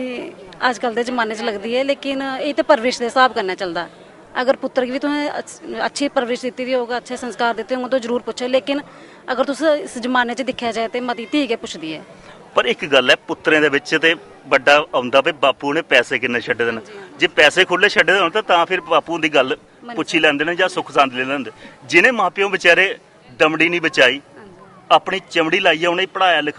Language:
Dogri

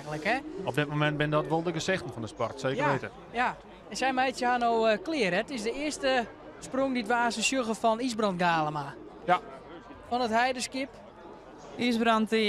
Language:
Western Frisian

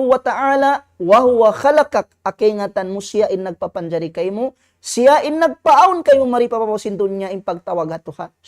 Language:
Tausug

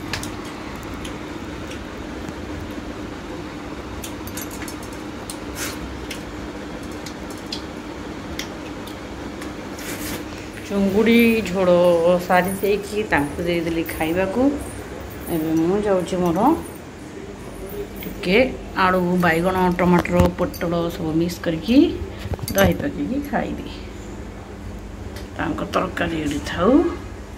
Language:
Odia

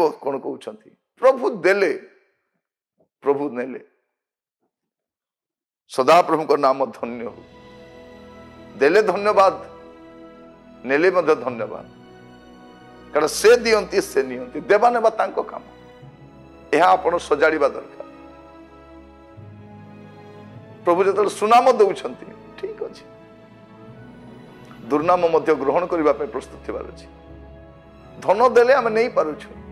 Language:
Odia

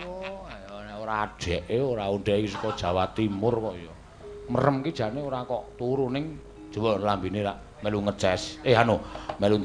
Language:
Javanese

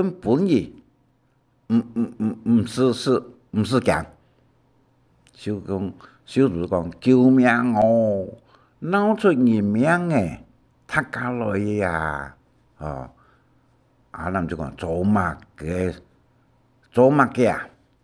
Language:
Hakka Chinese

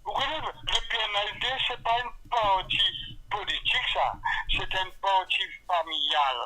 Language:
Morisyen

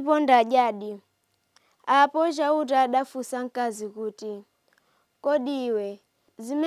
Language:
Nyanja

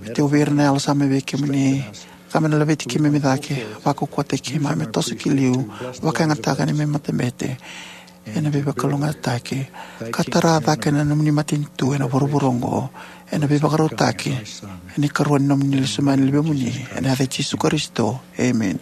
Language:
Fijian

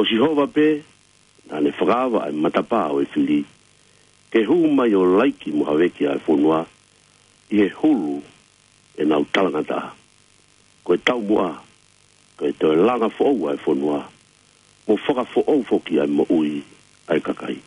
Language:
Tongan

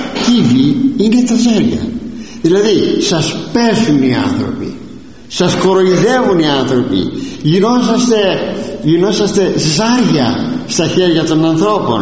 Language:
Greek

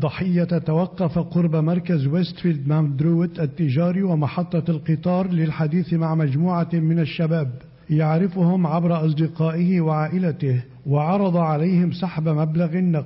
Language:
Arabic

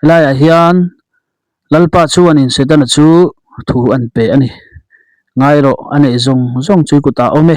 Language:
Mizo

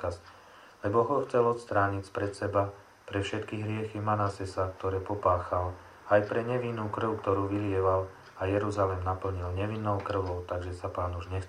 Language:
Slovak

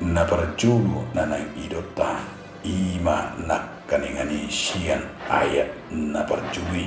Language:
Batak Toba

